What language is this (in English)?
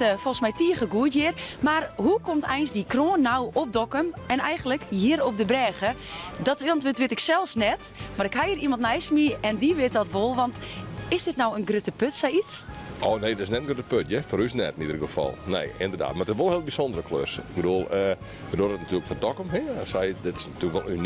Western Frisian